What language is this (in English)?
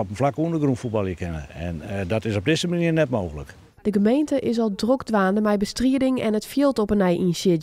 Western Frisian